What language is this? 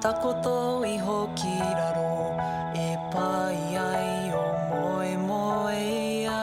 Māori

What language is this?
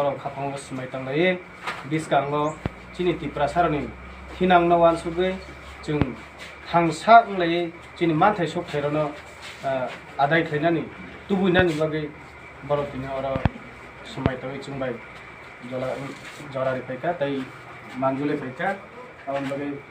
Kok Borok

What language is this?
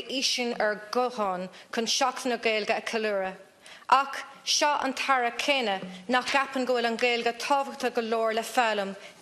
Irish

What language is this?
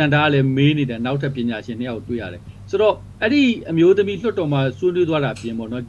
Burmese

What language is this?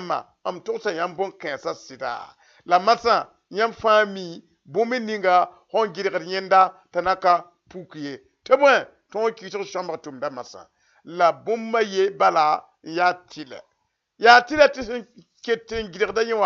Mossi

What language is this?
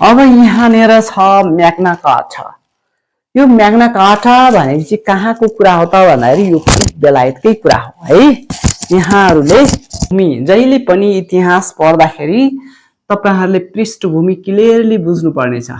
Nepali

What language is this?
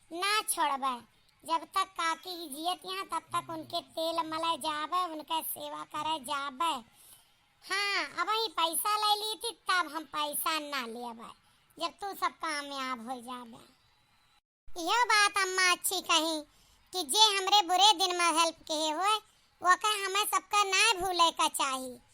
Awadhi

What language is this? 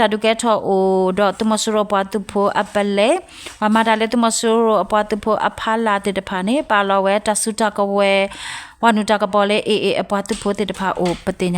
S'gaw Karen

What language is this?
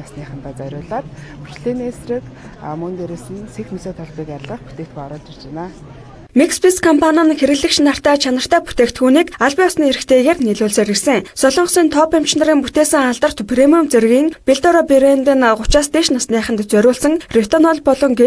Mongolian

